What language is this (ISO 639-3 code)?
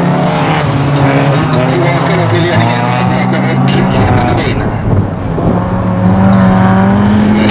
swe